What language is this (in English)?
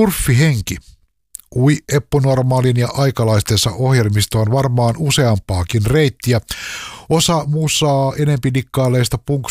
Finnish